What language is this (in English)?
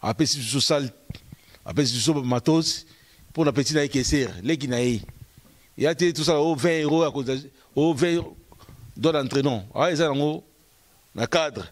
Lingala